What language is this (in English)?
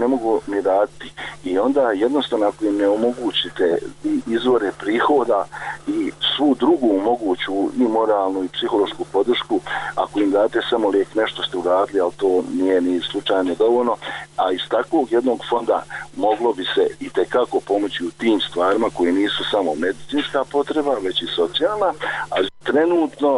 Bosnian